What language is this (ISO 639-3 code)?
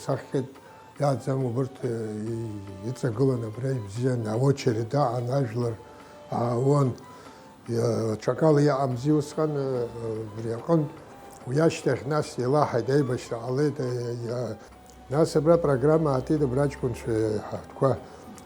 abk